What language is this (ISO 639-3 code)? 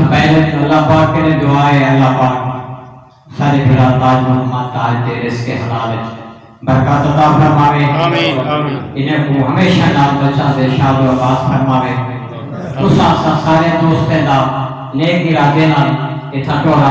skr